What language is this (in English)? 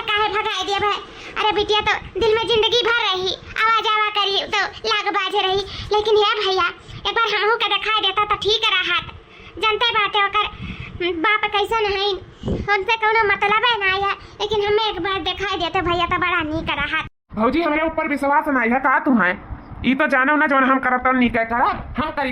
Awadhi